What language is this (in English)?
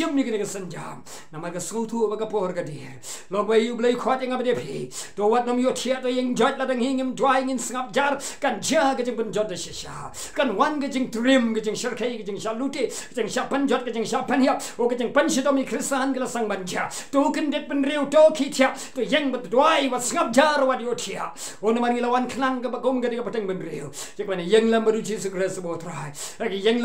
Khasi